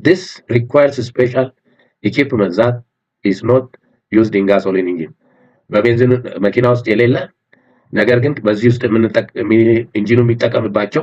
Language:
Amharic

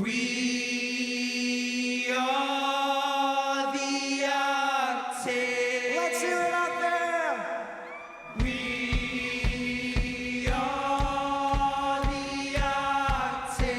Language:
Kalaallisut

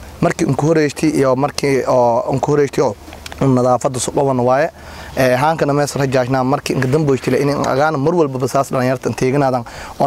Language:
Somali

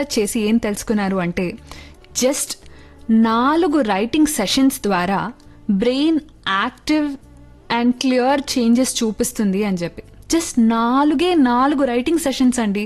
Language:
Telugu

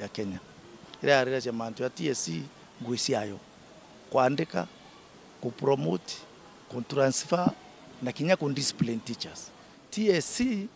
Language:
Meru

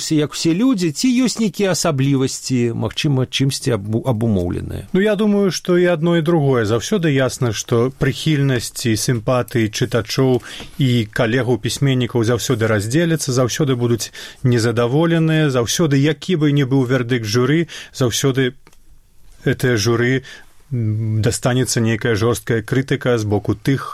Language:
Belarusian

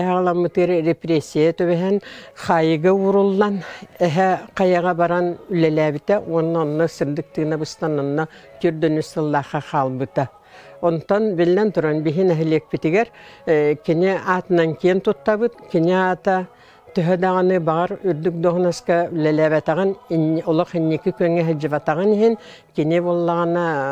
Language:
Yakut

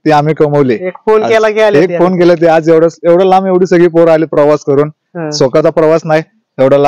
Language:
Marathi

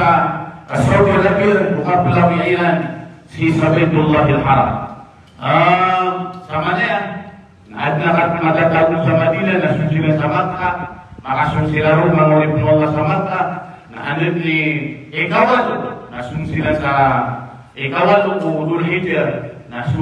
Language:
Maranao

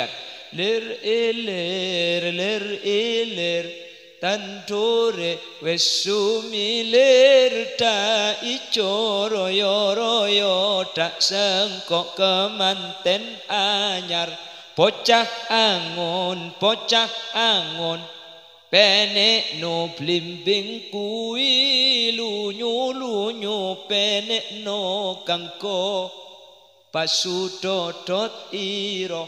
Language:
Madurese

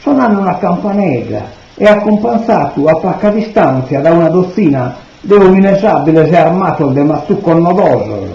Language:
Sardinian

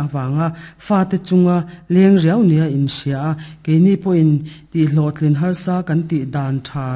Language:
Mizo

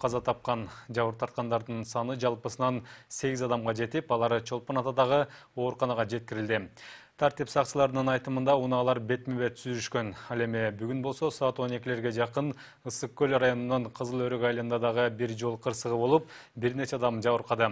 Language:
Kyrgyz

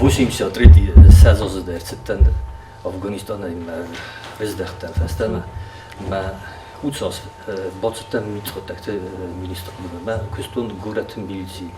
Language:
Ossetic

